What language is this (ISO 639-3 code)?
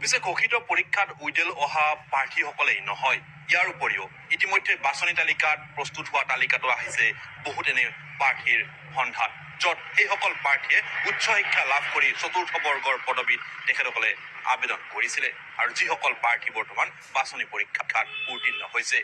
asm